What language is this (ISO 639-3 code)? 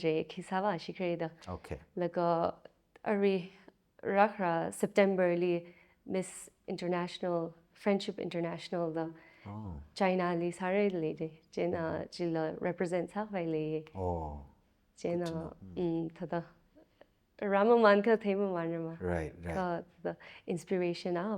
nmf